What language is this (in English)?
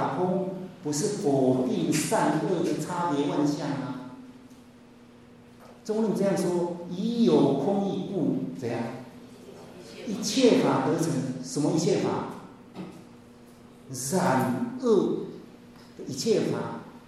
Chinese